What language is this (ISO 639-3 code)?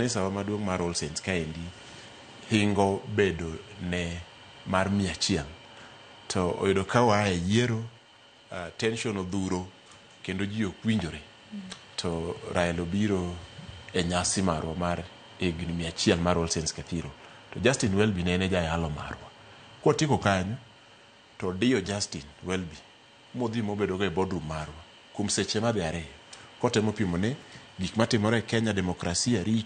luo